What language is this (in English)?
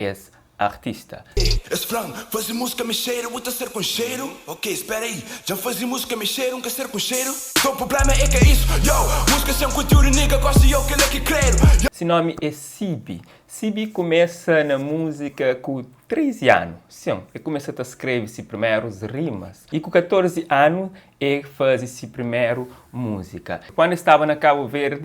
Kabuverdianu